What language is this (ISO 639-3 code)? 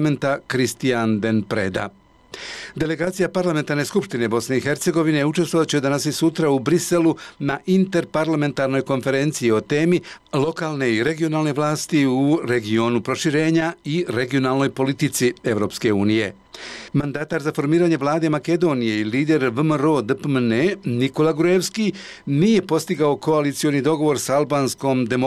bos